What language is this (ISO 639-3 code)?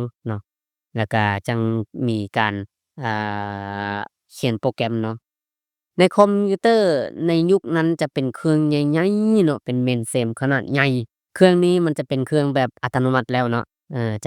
lao